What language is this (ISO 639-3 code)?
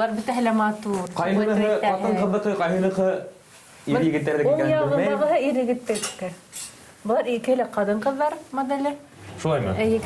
bak